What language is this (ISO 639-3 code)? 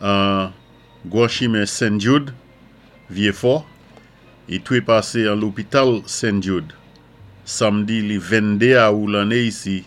acf